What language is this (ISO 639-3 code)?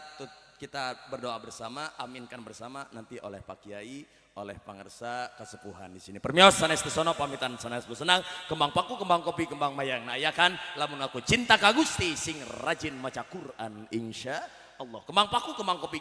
sun